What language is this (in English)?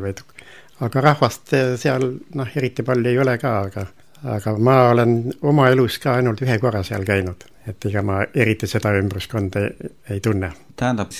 Estonian